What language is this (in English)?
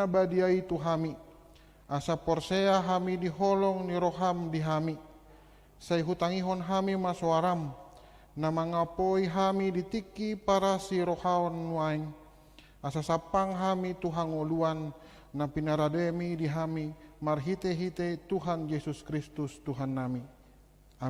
Batak Toba